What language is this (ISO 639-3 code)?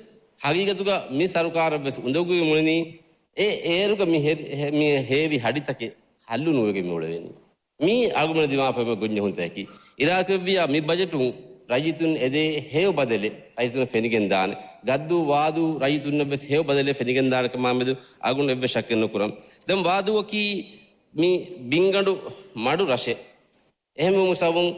div